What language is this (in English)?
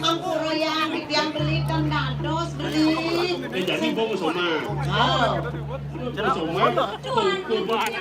Balinese